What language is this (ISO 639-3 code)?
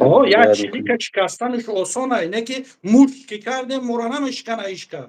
tgk